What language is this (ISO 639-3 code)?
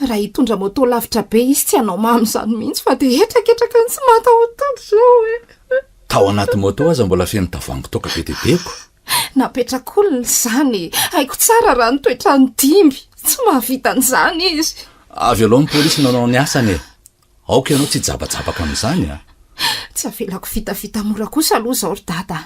mlg